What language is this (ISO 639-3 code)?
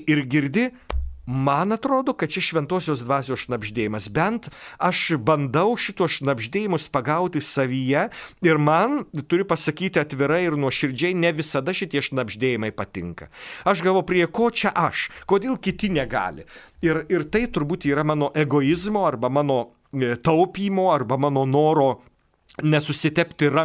lit